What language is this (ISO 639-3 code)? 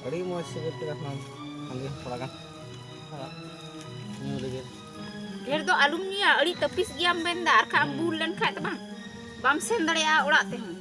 sat